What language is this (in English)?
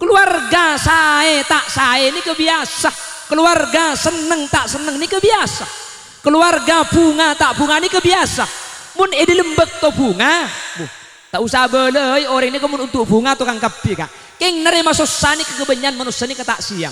Madurese